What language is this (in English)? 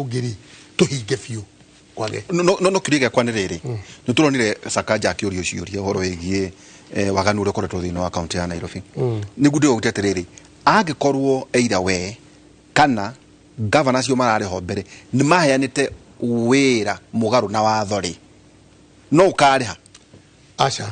Kikuyu